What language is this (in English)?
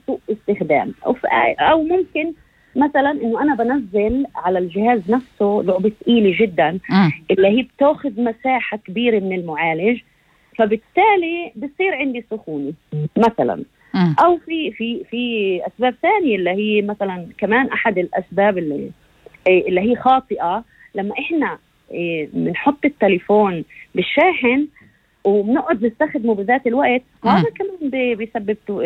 North Levantine Arabic